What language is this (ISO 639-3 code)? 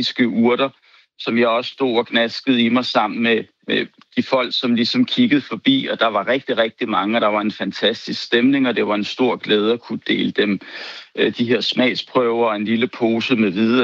dan